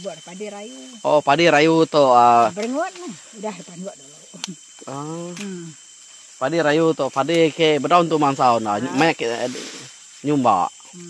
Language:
Iban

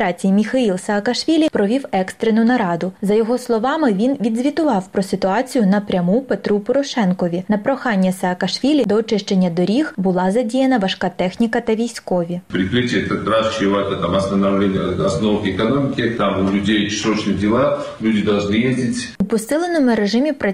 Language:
Ukrainian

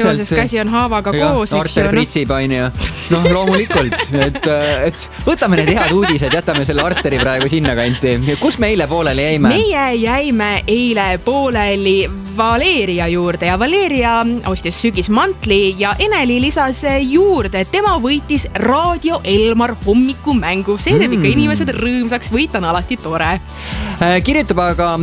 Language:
Estonian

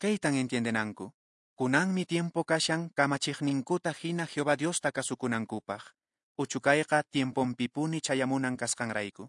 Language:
Quechua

